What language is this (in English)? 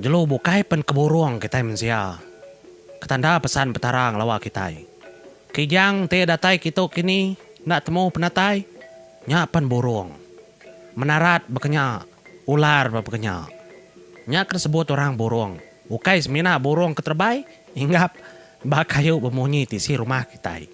Iban